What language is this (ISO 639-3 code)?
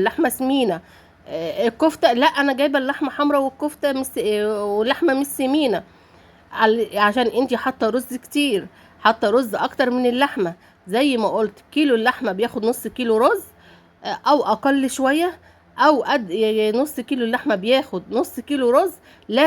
arz